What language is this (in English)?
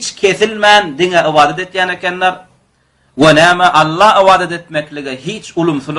Turkmen